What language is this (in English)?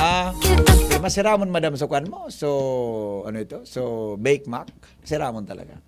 Bikol